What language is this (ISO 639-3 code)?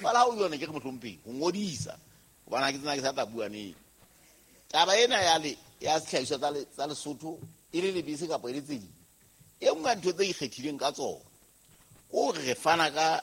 sot